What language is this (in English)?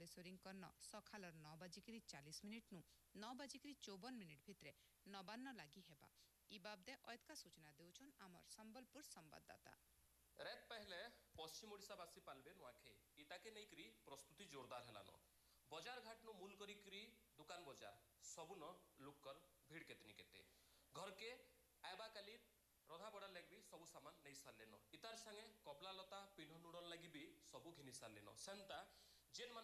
Odia